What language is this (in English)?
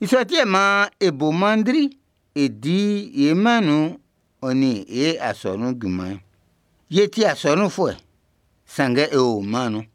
Baoulé